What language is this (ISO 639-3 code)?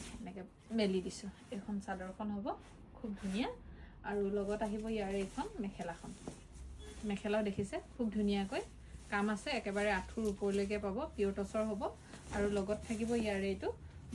asm